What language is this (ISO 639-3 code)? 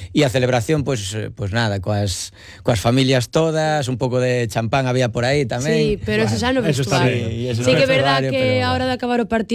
glg